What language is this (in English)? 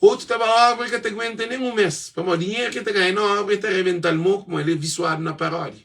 Kabuverdianu